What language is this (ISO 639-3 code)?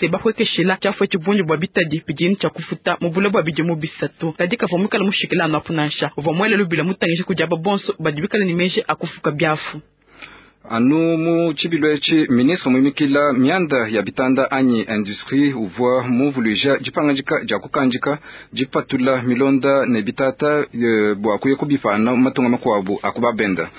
lua